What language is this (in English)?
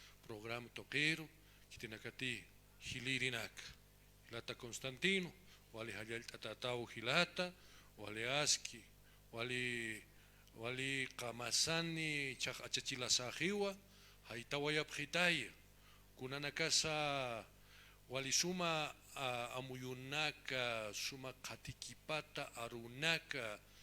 Aymara